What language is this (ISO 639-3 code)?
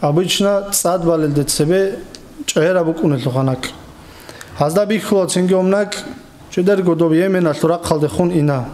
ava